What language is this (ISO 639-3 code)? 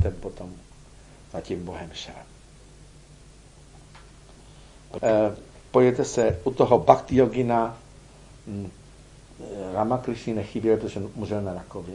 ces